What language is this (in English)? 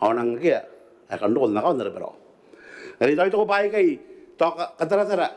Gilbertese